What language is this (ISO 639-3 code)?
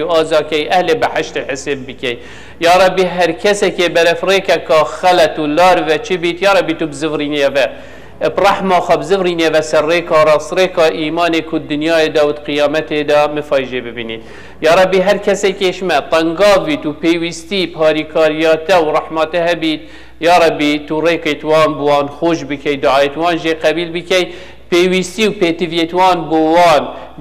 kur